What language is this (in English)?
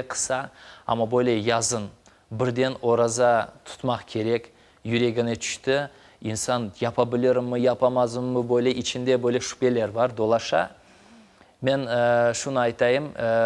Crimean Tatar